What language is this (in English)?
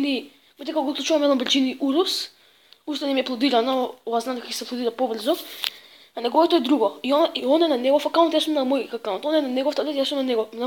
Macedonian